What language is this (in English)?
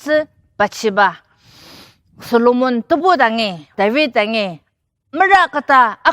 Ao Naga